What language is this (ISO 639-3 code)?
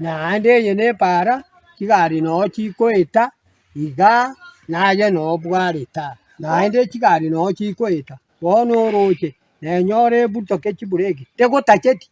guz